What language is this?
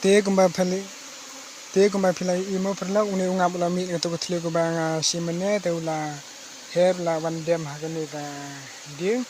Khasi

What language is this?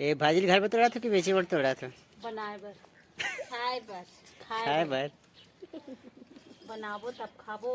Chhattisgarhi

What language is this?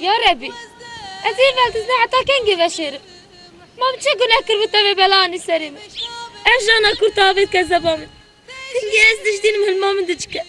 Kurdish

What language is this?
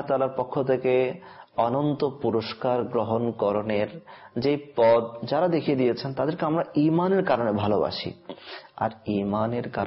Bangla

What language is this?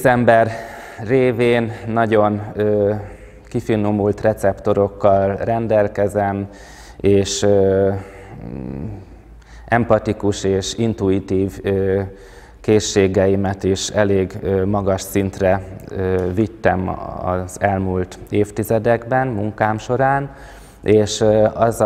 Hungarian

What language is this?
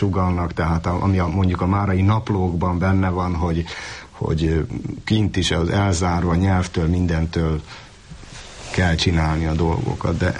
Hungarian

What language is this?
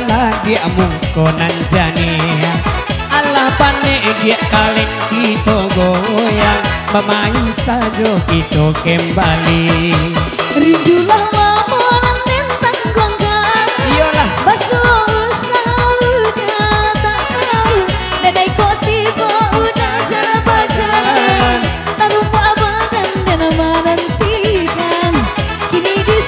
Minangkabau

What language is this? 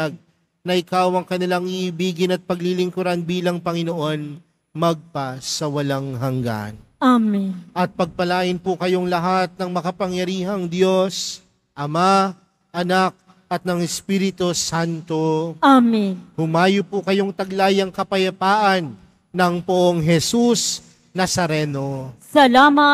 Filipino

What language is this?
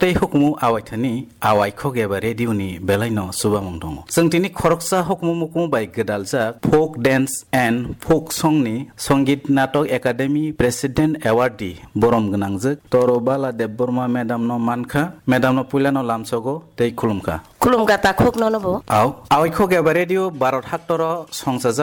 Kok Borok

